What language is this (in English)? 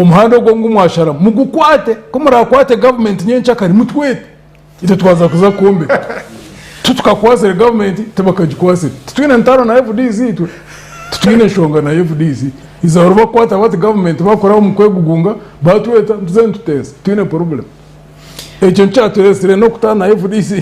Nyankole